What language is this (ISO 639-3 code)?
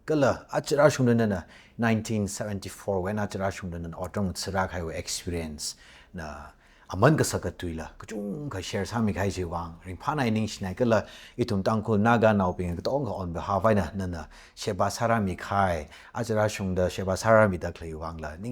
nmf